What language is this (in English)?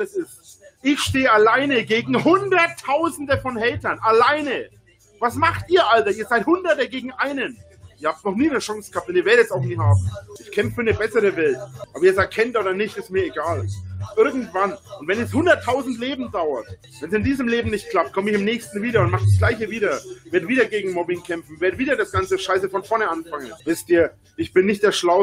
German